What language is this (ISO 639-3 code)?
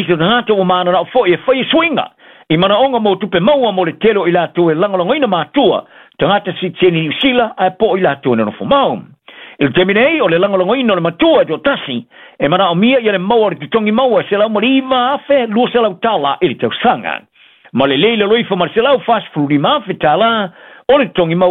smo